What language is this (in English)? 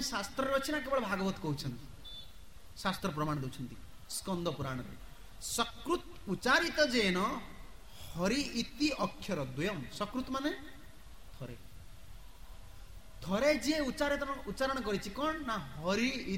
Odia